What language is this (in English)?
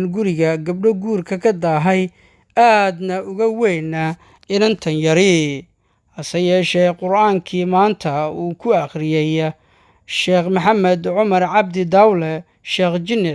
Somali